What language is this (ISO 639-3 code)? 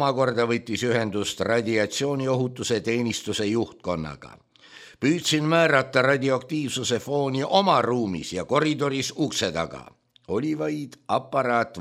est